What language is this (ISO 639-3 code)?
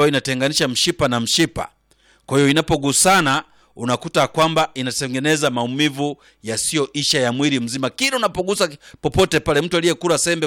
swa